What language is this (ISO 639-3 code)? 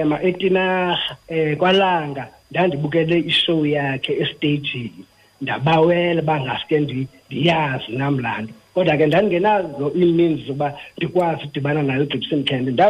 xho